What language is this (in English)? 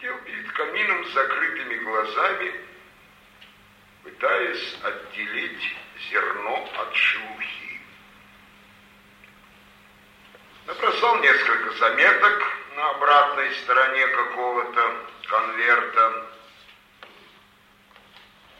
Russian